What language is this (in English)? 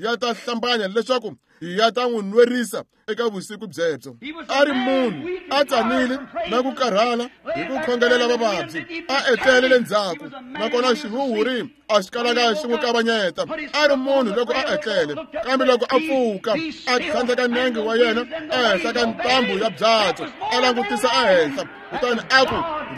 Tsonga